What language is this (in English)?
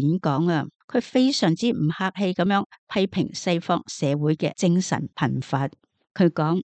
Cantonese